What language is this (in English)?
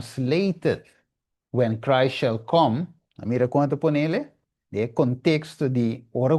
Papiamento